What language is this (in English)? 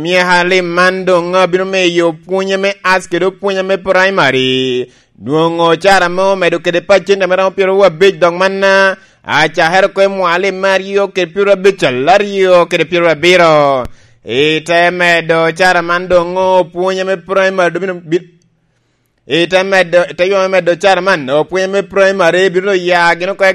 Lango (Uganda)